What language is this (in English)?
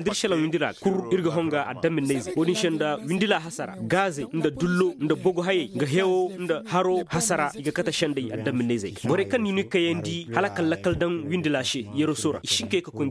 Koyraboro Senni